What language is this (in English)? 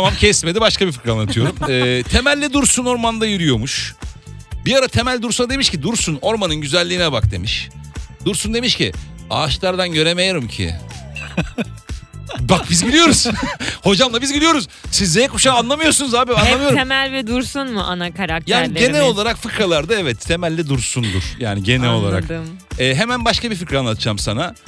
Turkish